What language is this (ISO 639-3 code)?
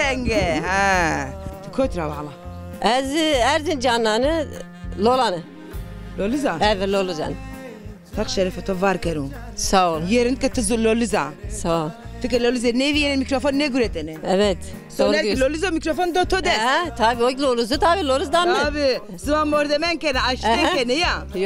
zza